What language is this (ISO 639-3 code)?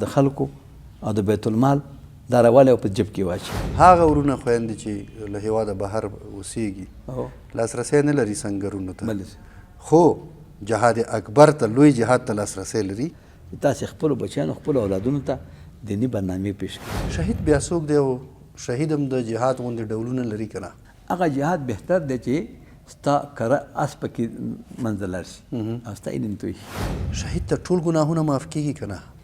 pus